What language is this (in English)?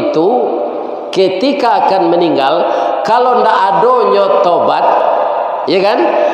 Minangkabau